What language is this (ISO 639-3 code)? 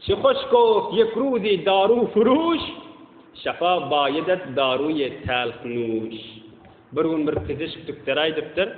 tuk